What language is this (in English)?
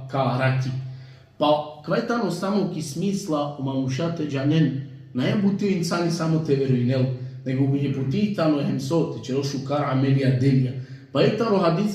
Balkan Romani